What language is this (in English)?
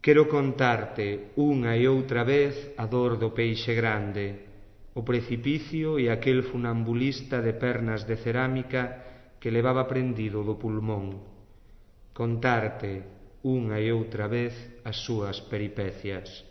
Galician